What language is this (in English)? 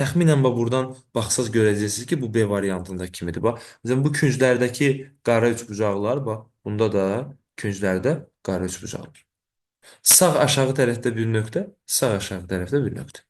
Azerbaijani